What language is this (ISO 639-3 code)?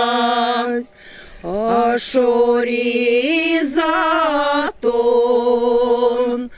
myv